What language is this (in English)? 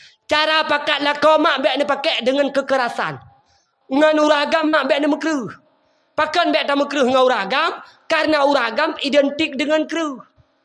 Achinese